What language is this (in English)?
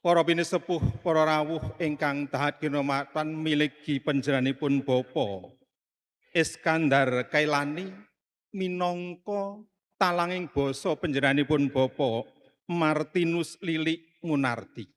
Javanese